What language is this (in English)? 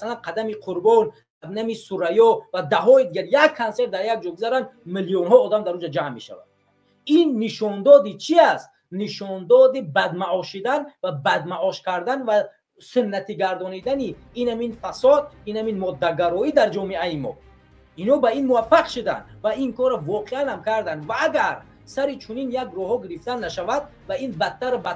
Tajik